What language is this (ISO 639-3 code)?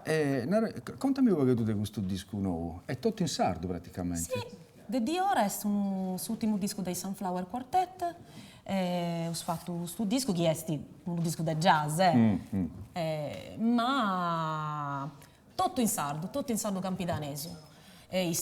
srd